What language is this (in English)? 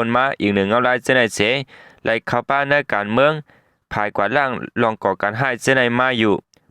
Shan